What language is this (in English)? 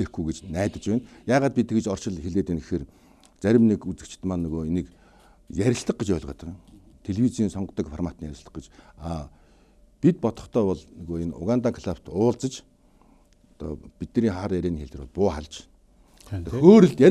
Mongolian